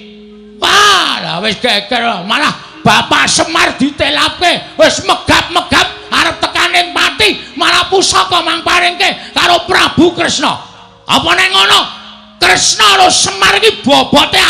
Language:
Javanese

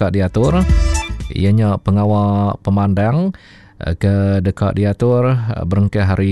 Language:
Iban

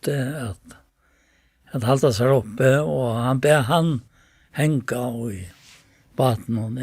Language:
Faroese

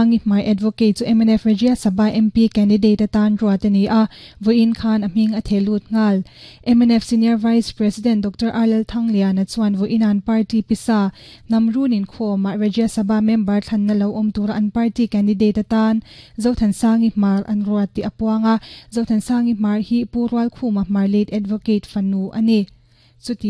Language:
Mizo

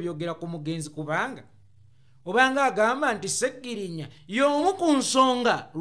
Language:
Ganda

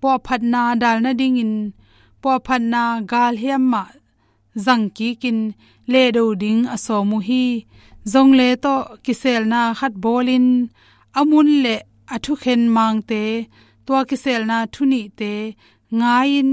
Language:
Tedim Chin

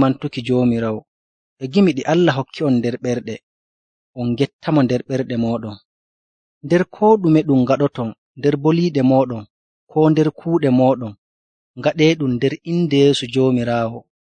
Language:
Nigerian Fulfulde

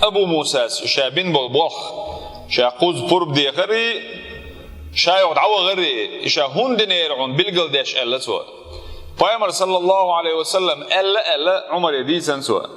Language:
Chechen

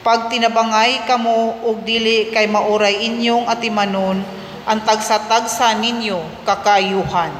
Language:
Cebuano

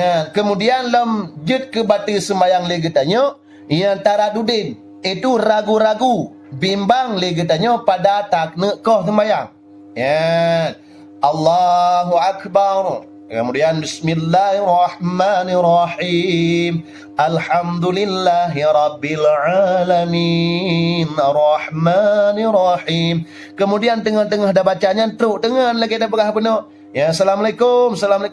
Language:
Achinese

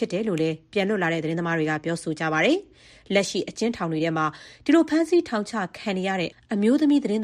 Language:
Burmese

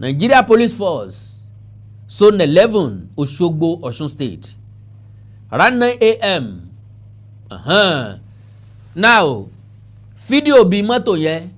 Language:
Yoruba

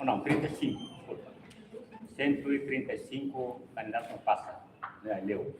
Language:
Tetum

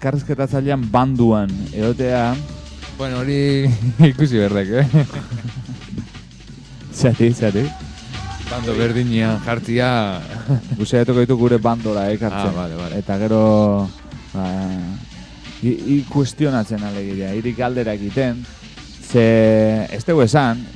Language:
Basque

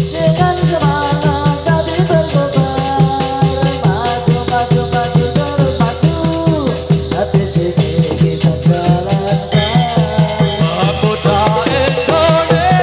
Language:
Indonesian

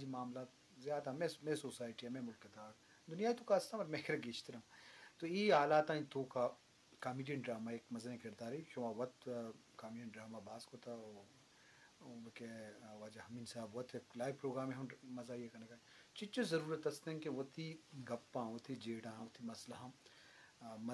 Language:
Eastern Balochi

